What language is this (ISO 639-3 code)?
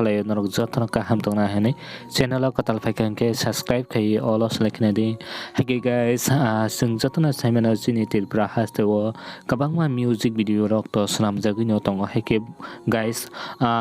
trp